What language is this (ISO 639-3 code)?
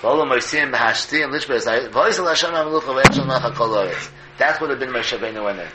yid